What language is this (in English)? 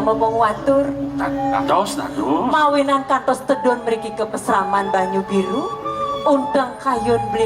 Balinese